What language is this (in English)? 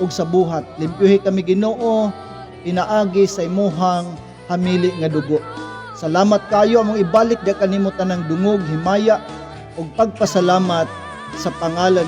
Cebuano